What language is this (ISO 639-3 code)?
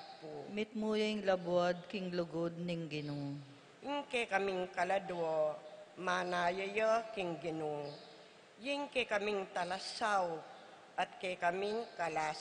pam